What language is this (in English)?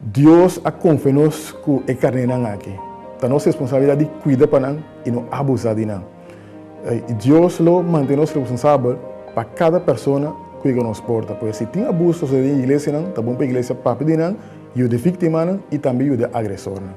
Papiamento